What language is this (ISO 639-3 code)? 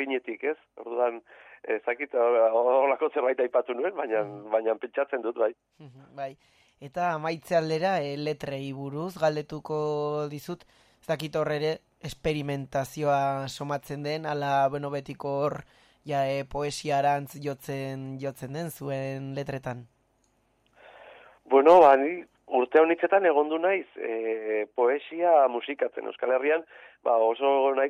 eus